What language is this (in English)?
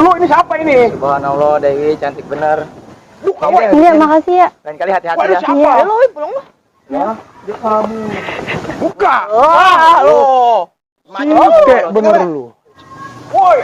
Betawi